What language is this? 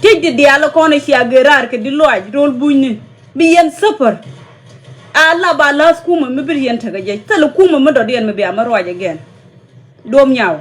Nuer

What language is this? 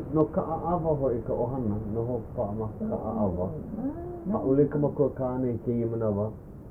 Hawaiian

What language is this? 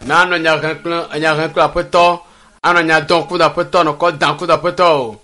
Ewe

